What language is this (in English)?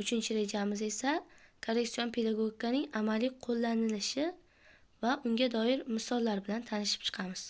Uzbek